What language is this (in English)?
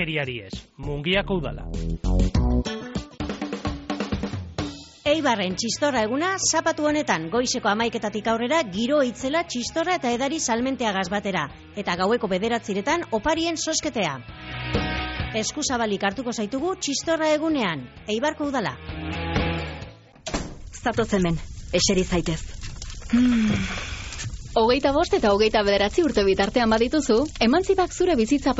Basque